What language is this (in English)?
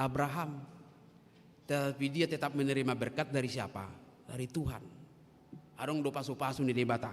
Batak Toba